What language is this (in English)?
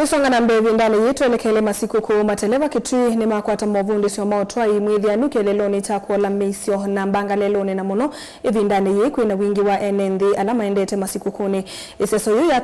Kamba